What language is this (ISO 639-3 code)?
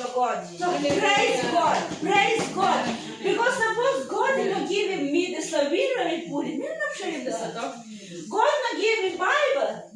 tpi